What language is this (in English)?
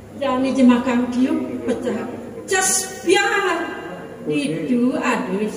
Balinese